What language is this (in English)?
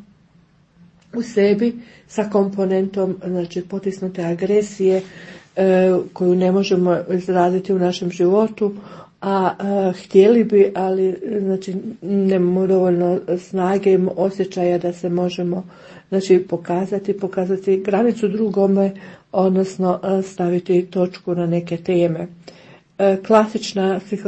Croatian